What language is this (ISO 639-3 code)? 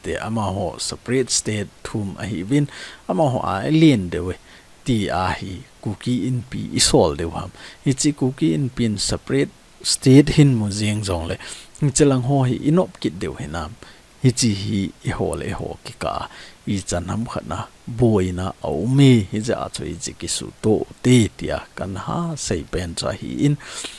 tcz